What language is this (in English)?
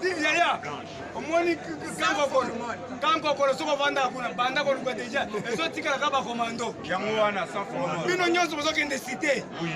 Lingala